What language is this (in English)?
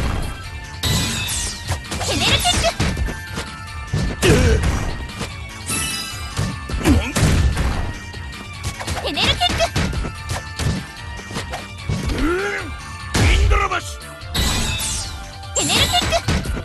Japanese